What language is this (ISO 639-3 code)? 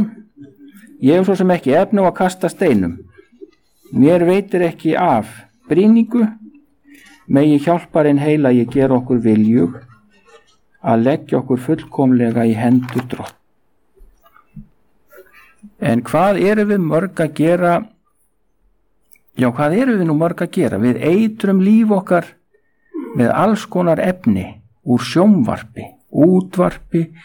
isl